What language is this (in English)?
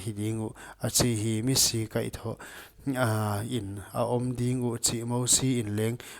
Paite Chin